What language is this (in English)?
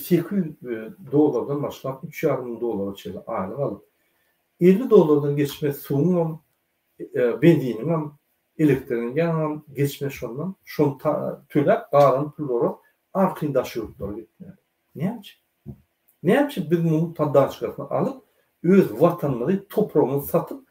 Turkmen